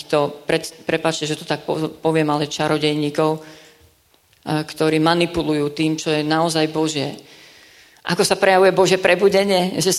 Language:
Slovak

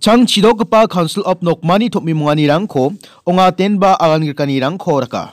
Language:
Garo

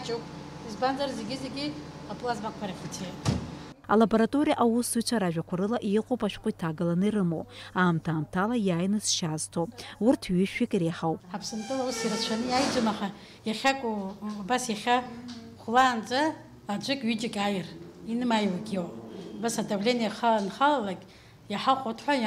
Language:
Abkhazian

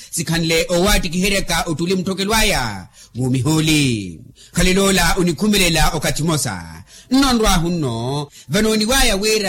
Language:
Makhuwa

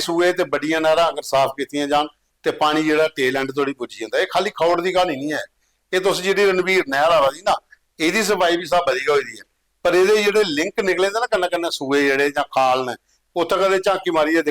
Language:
Dogri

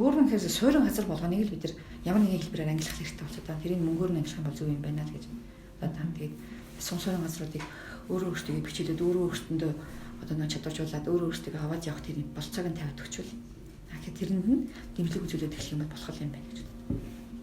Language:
Mongolian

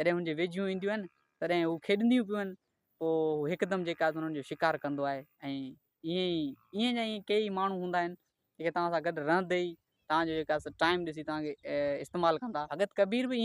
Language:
Sindhi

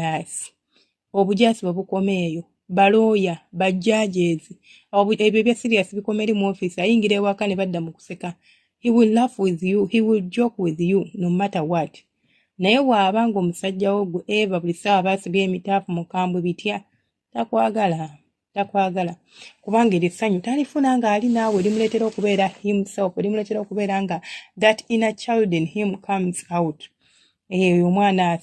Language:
Ganda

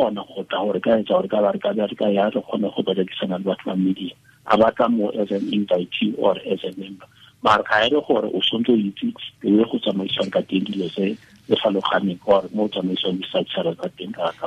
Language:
Tswana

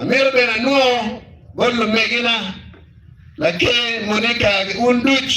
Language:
Acoli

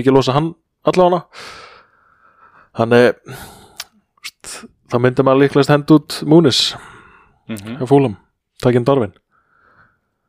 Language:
Icelandic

